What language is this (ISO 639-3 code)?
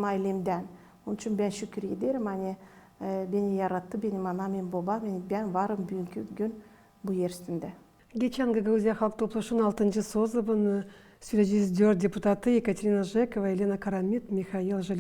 gag